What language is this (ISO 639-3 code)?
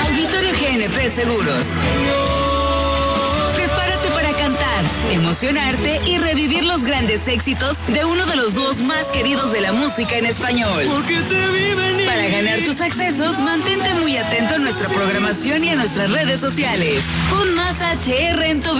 spa